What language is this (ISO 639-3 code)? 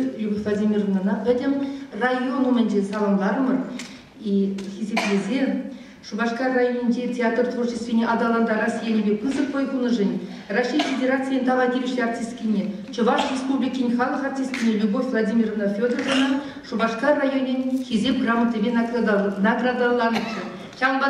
chv